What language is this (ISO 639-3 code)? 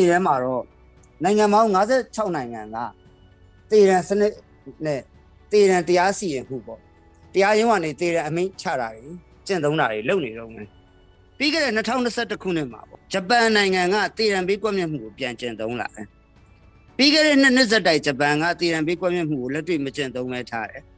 mya